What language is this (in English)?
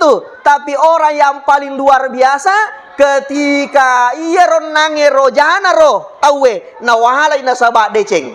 Buginese